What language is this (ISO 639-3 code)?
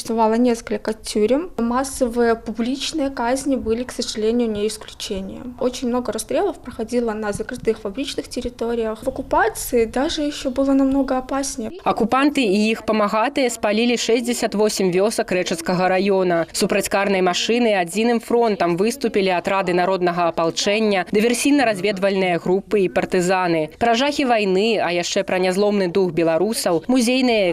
bel